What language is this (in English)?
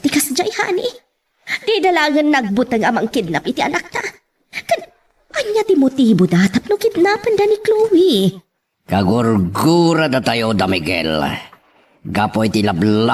Iloko